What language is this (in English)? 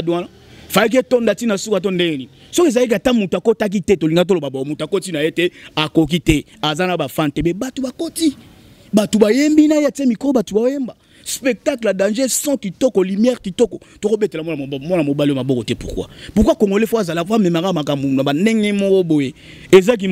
Lingala